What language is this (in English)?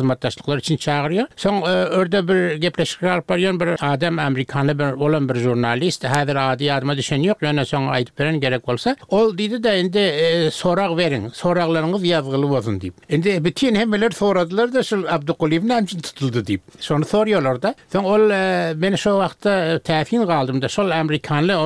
Turkmen